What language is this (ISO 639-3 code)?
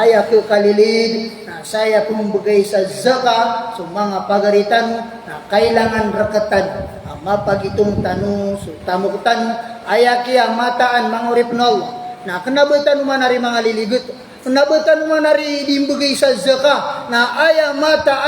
mrw